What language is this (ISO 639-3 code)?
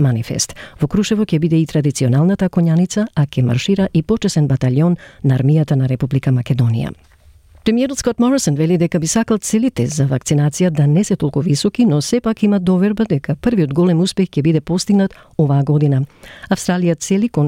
mkd